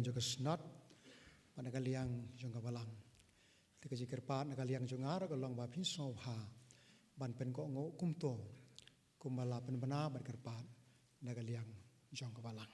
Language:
Khasi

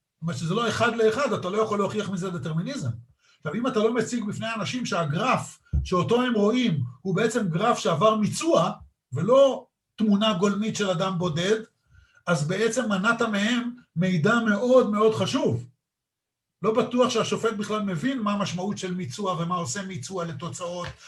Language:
Hebrew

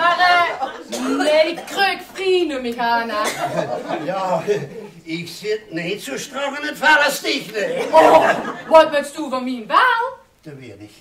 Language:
Limburgish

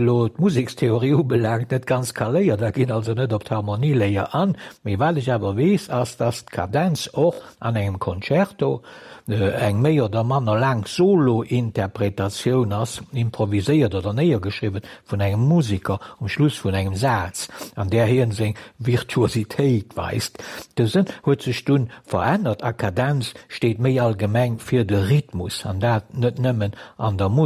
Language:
Luxembourgish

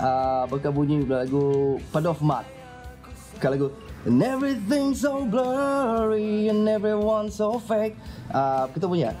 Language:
Iban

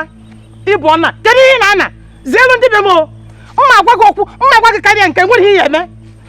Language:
Igbo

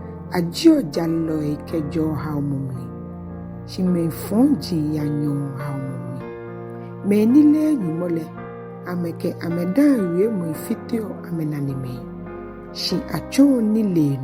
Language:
Ga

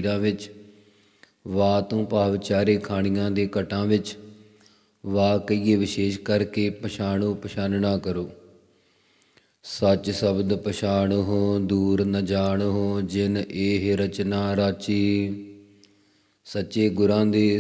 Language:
Punjabi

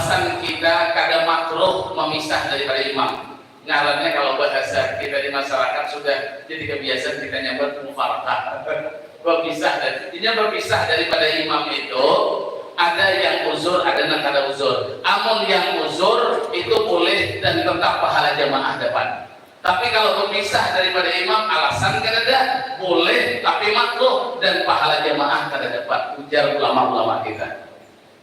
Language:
Banjar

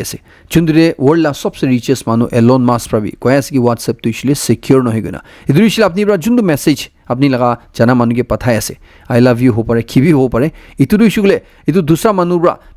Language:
Naga Pidgin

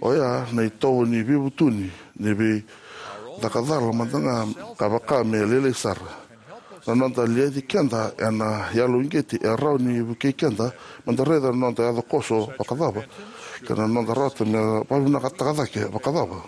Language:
Fijian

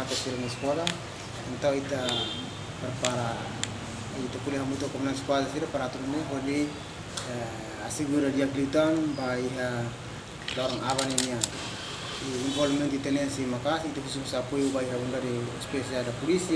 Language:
Tetum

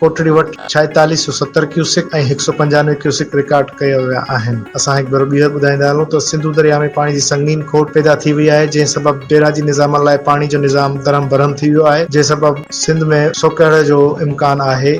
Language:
Sindhi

